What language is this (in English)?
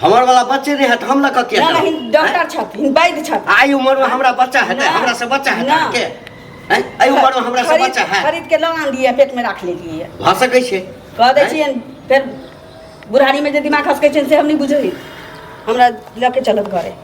Maithili